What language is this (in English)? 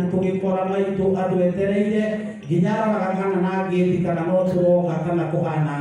Kikuyu